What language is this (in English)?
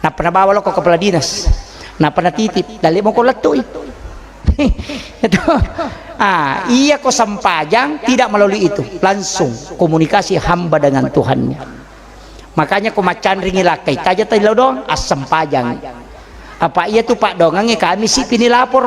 Buginese